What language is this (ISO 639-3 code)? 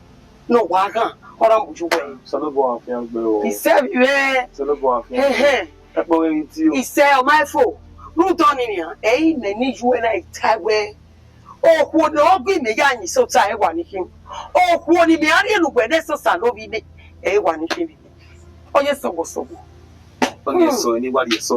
bin